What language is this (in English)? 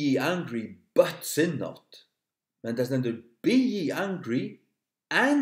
Faroese